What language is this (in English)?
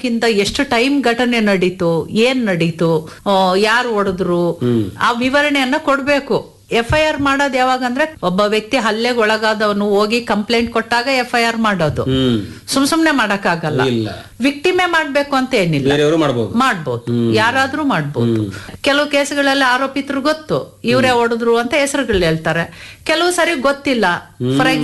Kannada